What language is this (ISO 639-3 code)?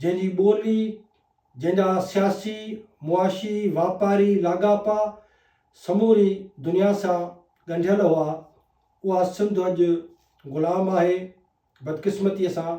snd